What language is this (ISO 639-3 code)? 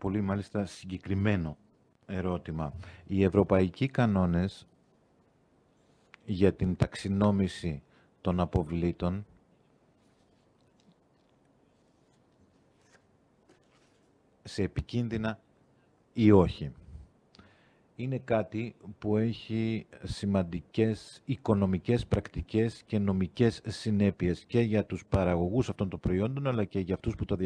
ell